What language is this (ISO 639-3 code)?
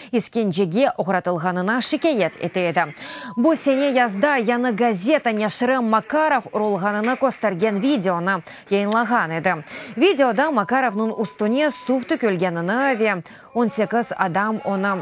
crh